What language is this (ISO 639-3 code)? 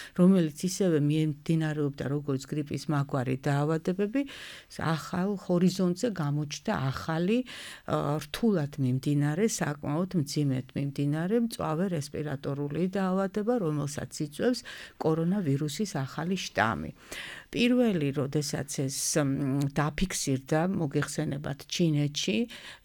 kat